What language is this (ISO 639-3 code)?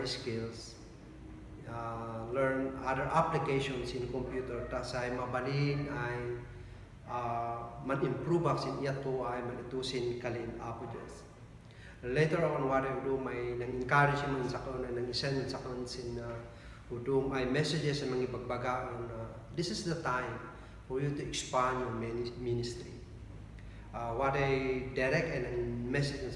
kne